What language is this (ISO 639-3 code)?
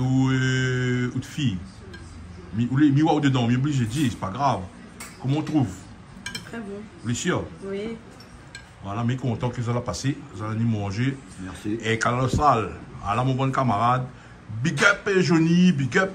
rcf